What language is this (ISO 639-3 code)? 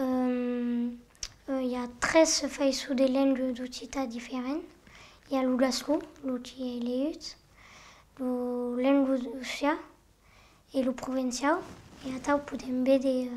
oci